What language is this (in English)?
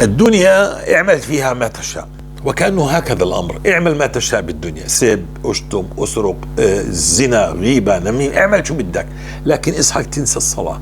North Levantine Arabic